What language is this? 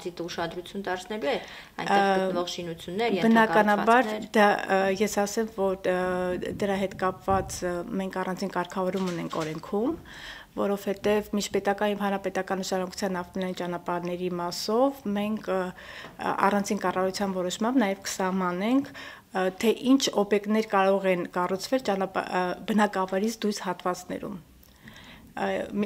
Armenian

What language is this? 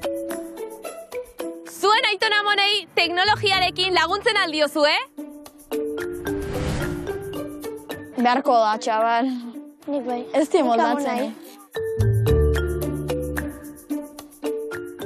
Basque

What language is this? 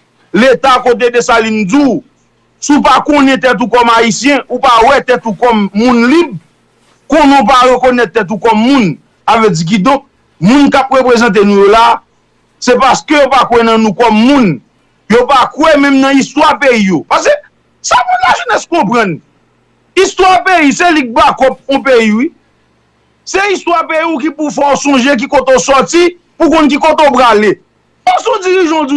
Haitian Creole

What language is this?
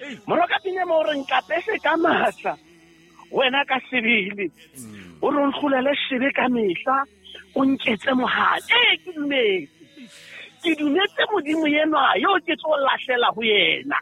Southern Sotho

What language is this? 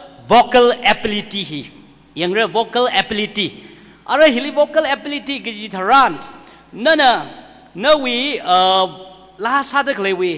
Tangkhul Naga (India)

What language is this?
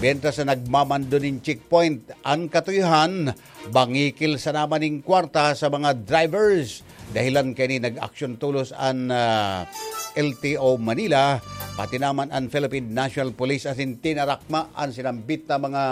Bikol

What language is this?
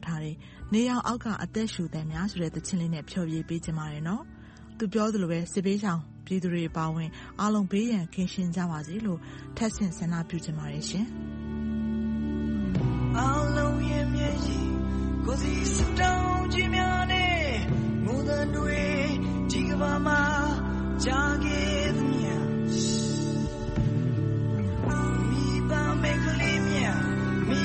Burmese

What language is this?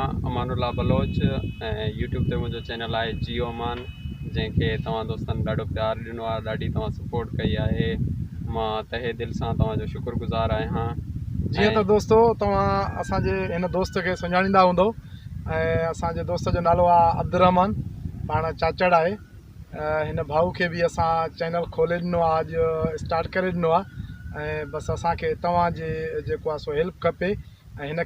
Sindhi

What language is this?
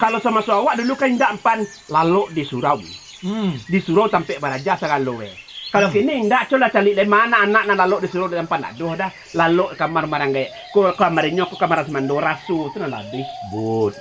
Minangkabau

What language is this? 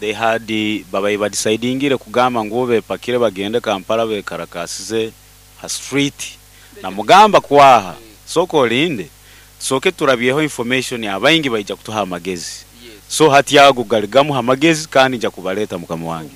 Nyankole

